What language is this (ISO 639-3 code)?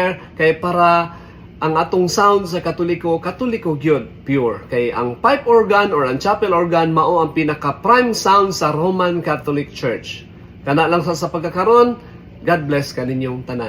ceb